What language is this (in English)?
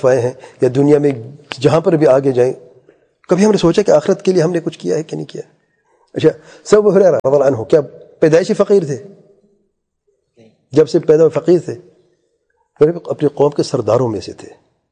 Urdu